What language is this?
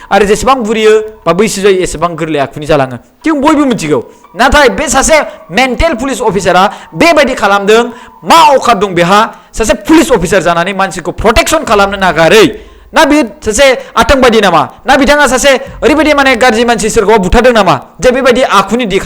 Bodo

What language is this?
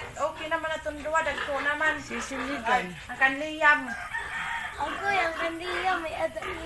Waray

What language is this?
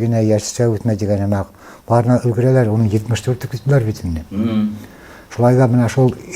Bashkir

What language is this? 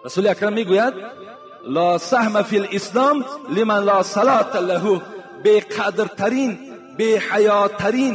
Tajik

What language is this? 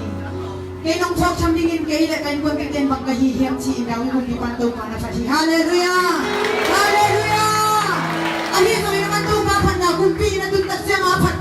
Tedim Chin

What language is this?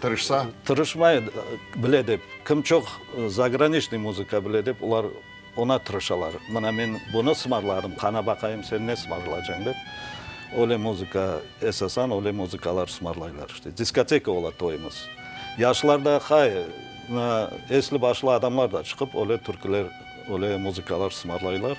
Crimean Tatar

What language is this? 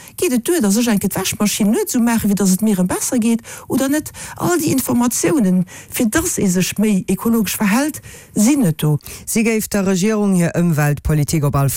Luxembourgish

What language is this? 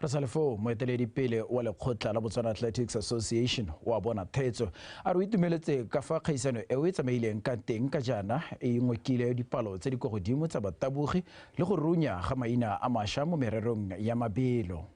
Tswana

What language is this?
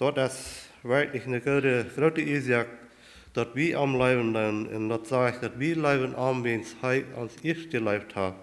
Plautdietsch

